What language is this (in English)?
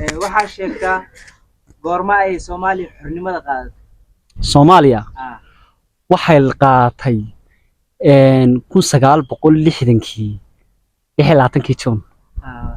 Somali